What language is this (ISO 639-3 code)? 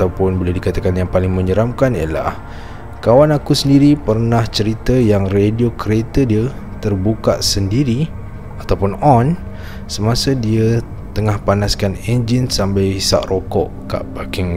msa